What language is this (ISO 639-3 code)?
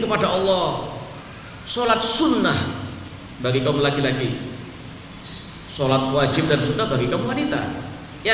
ind